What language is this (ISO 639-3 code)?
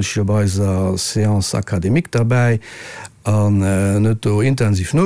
ltz